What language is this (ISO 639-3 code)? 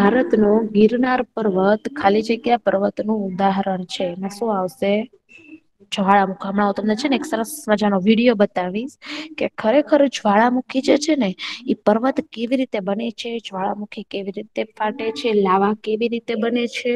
guj